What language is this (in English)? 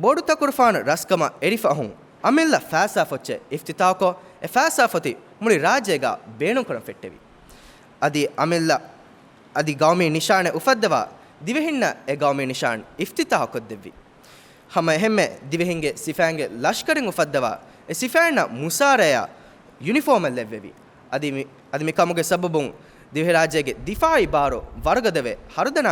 Divehi